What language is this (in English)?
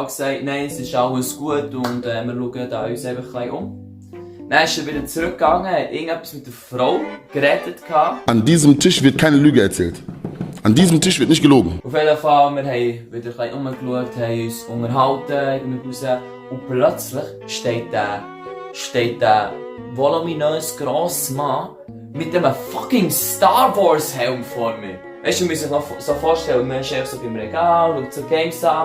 Swiss German